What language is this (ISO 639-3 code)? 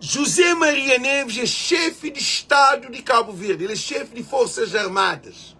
kea